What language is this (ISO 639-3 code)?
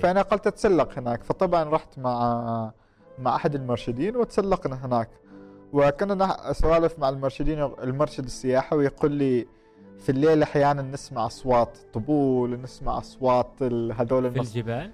afb